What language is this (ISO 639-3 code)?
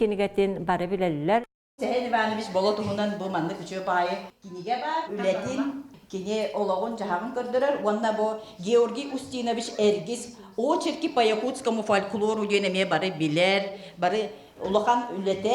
sah